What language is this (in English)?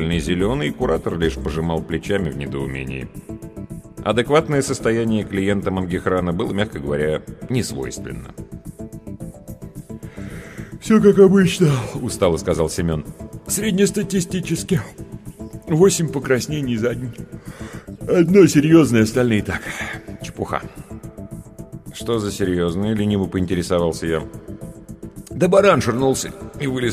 Russian